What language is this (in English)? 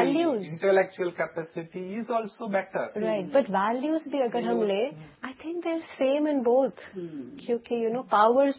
Hindi